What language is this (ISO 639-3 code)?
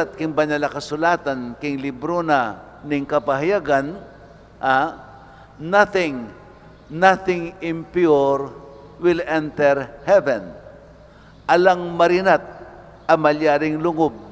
pam